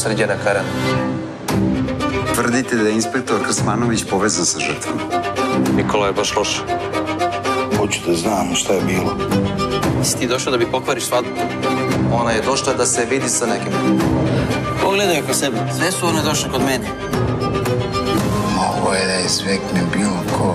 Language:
Serbian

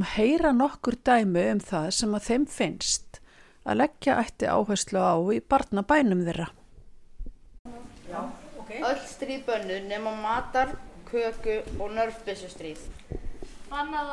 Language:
Icelandic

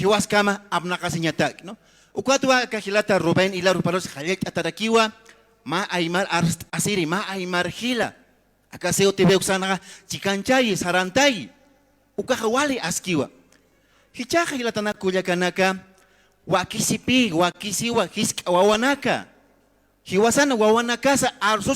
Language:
Aymara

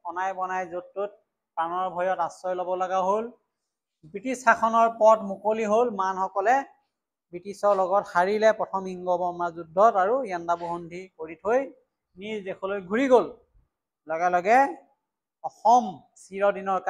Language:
Assamese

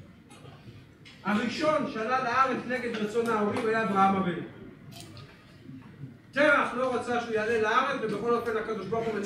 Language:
Hebrew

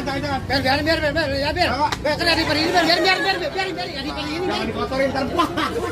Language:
Betawi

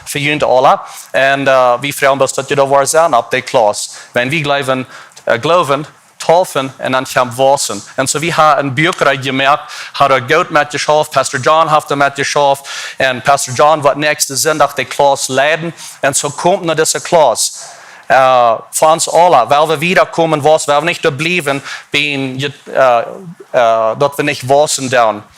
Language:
Plautdietsch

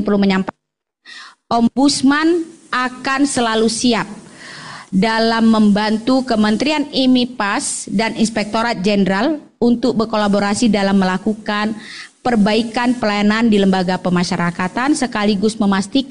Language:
Indonesian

